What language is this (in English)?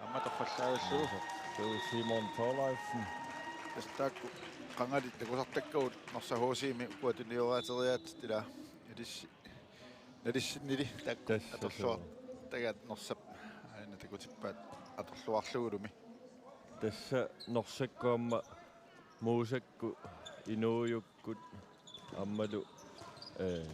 Kalaallisut